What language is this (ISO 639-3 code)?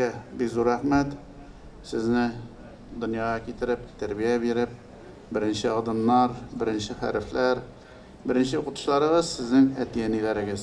tat